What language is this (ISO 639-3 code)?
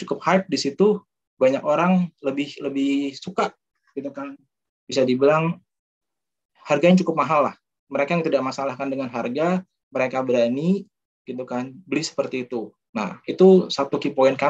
ind